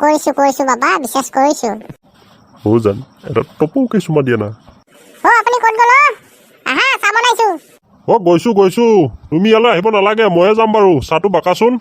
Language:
Assamese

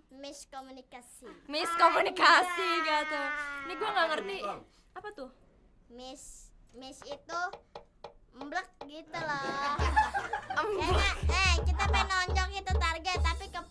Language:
Betawi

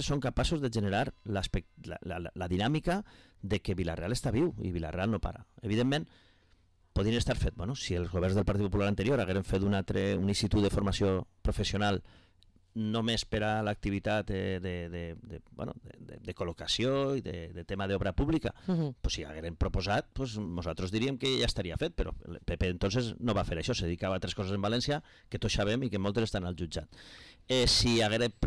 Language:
Catalan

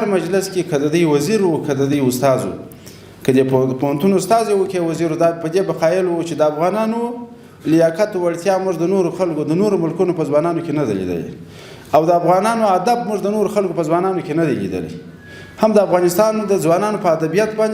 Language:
Pashto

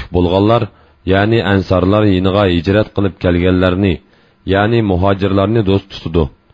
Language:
Uyghur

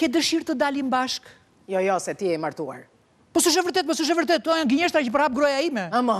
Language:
Albanian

